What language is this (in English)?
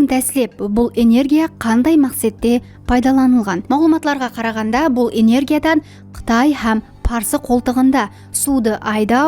Kara-Kalpak